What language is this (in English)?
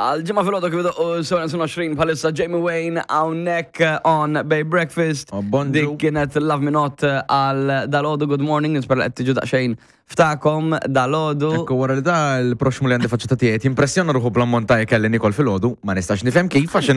Maltese